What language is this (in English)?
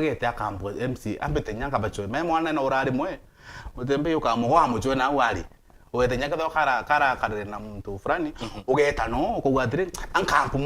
Meru